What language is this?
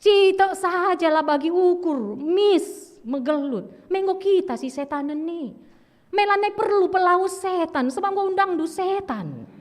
Batak Karo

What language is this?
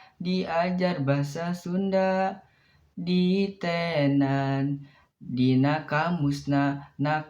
Sundanese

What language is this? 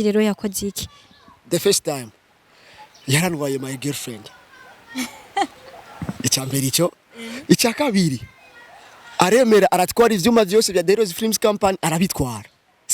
Rundi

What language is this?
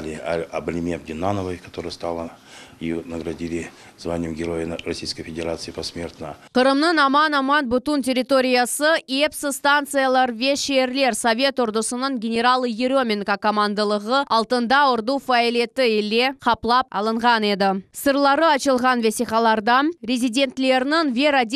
Crimean Tatar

